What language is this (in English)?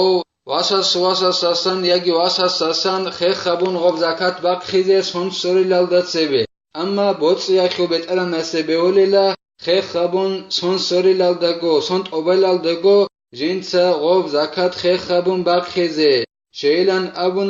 Avaric